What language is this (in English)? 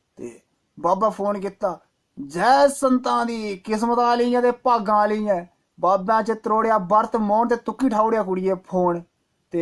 Dogri